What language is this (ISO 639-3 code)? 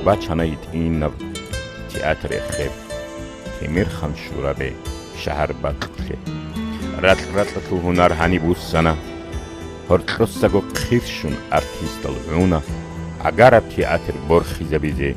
ava